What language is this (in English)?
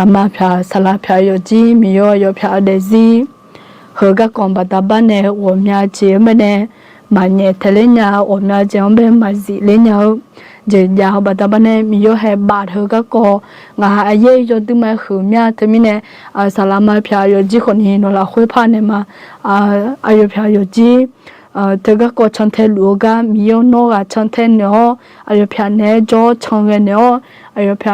Akha